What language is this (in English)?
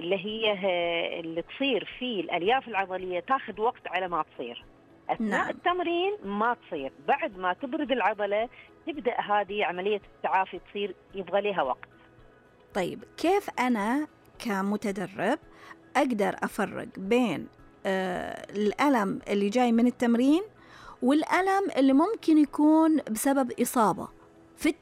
Najdi Arabic